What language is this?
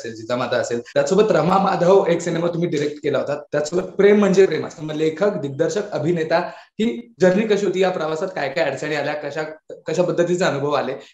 Marathi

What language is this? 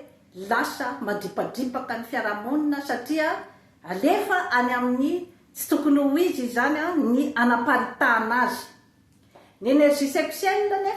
Malagasy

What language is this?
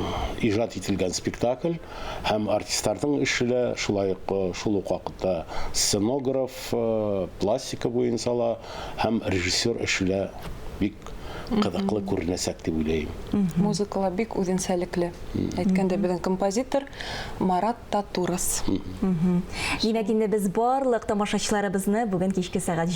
Tatar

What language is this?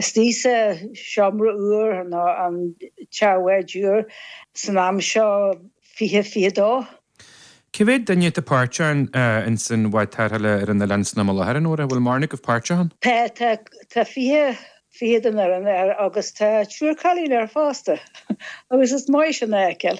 Irish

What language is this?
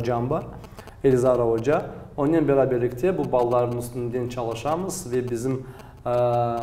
Crimean Tatar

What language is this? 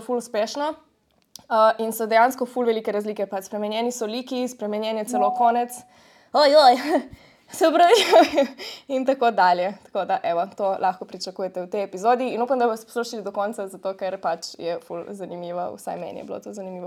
Slovenian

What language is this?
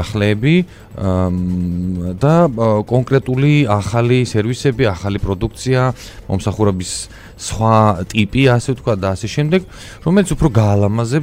Georgian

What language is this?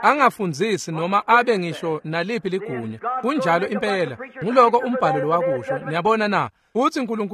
Swati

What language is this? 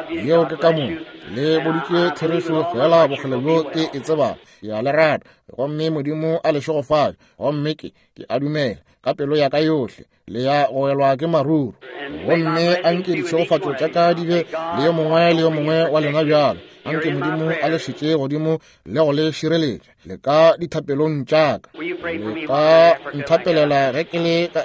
Northern Sotho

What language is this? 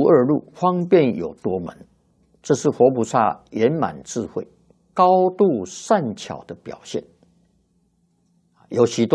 Chinese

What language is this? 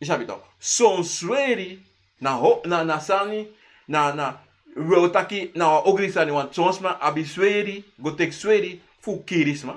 Sranan Tongo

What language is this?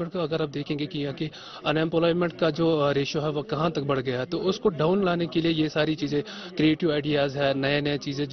Hindi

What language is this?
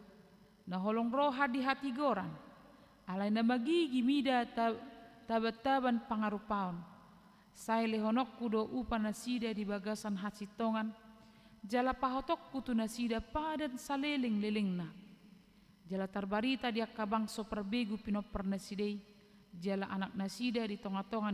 Batak Toba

